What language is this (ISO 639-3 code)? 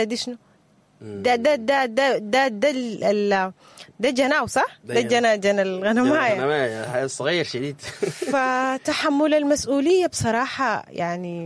apd